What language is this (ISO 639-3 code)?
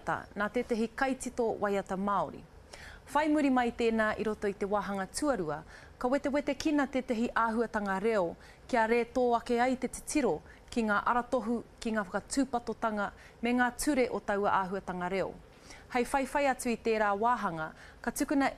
mri